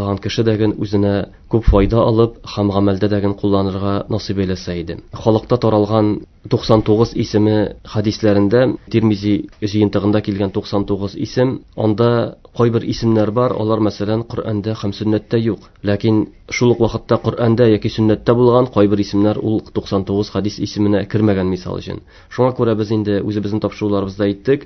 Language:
Tatar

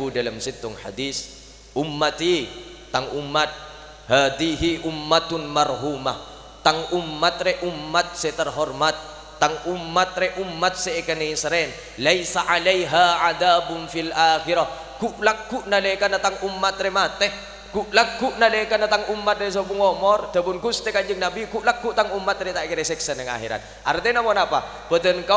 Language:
Madurese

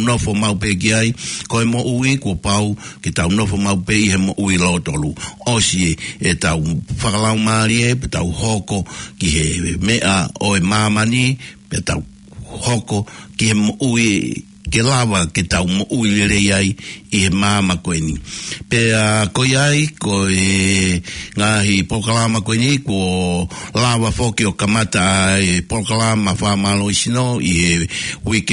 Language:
Tongan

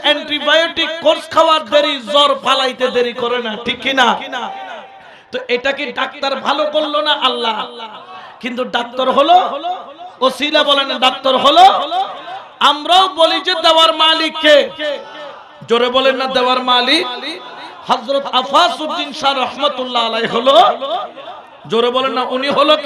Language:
Bangla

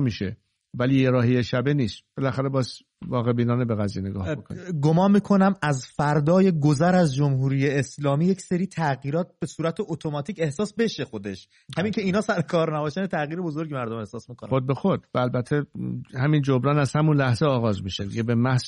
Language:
Persian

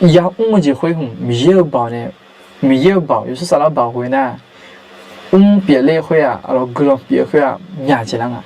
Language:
Akha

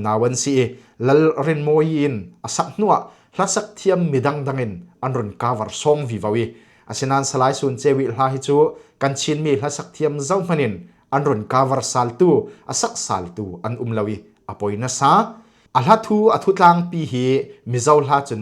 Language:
Falam Chin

